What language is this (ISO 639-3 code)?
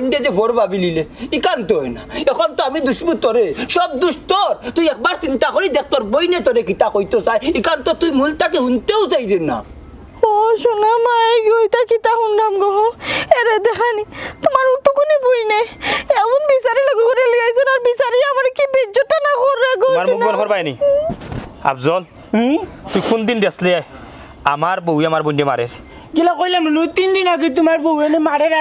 syl